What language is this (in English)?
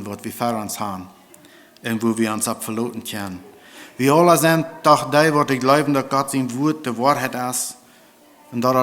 Plautdietsch